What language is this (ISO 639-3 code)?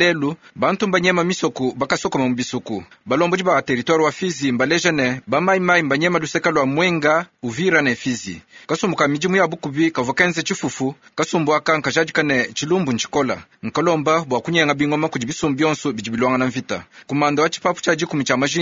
lua